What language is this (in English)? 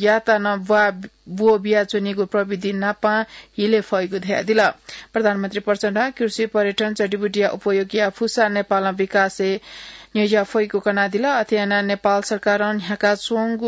Newari